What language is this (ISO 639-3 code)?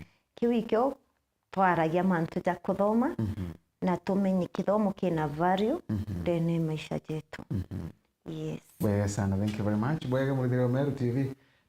mer